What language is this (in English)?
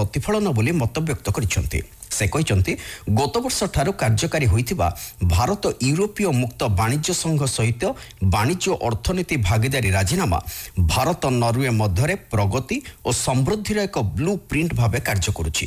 Odia